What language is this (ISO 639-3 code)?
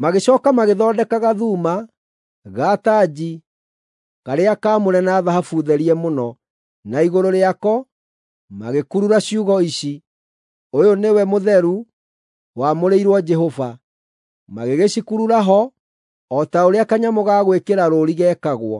kik